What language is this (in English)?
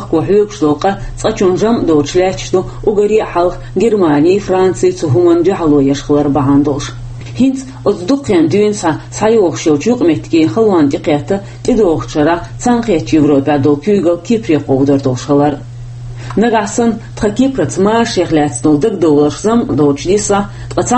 Chechen